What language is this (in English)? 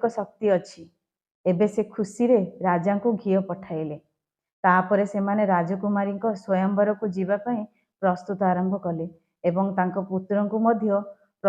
Odia